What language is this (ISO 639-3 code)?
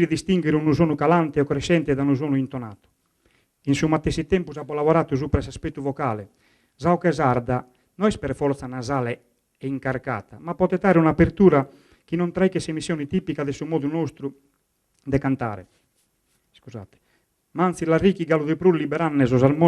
srd